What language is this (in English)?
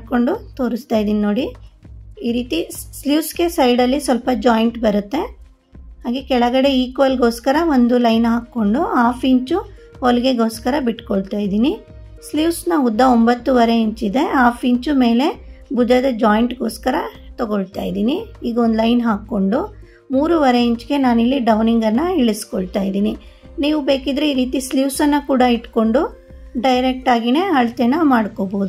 Kannada